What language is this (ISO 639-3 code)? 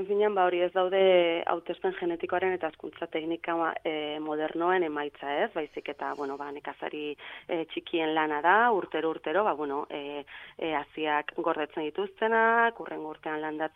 eus